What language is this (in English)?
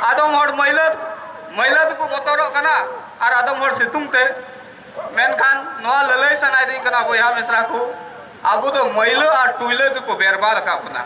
Santali